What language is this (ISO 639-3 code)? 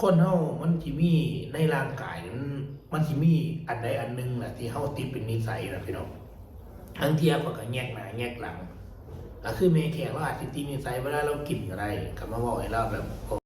tts